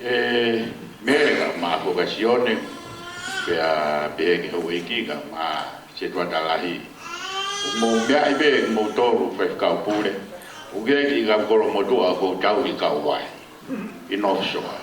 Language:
Tongan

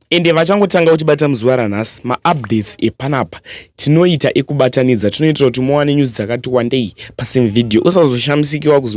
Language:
Shona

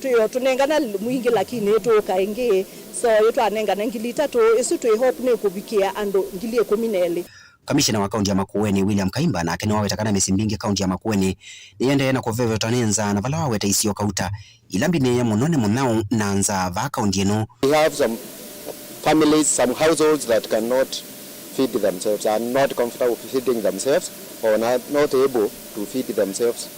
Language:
Kamba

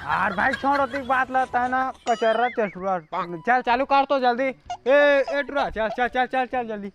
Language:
Chhattisgarhi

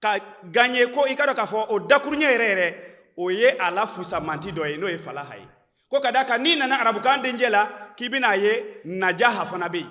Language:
Bambara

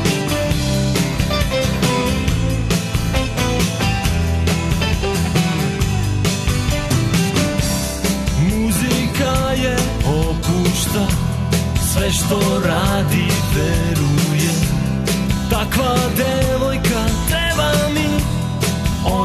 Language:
Serbian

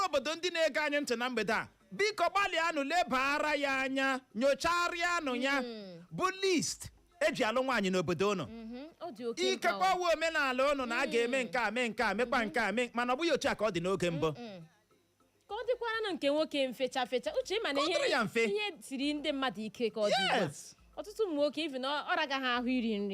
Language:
Igbo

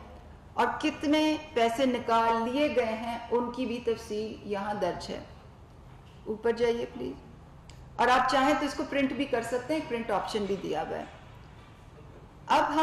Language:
Urdu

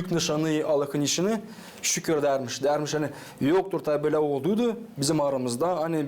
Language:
Gagauz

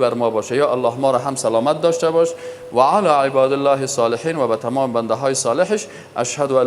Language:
Persian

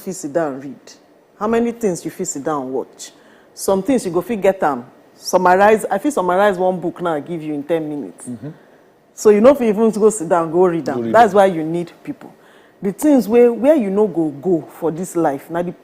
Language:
Nigerian Pidgin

